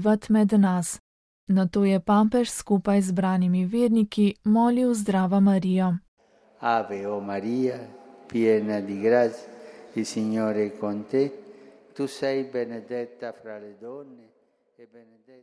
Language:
Slovenian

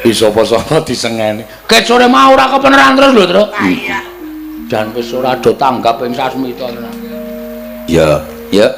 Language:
Javanese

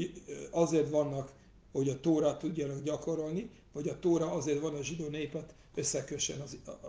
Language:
Hungarian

